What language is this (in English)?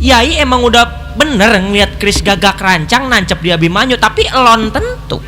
Betawi